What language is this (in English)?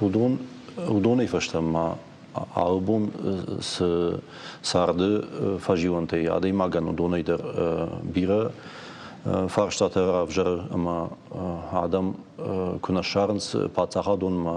Ossetic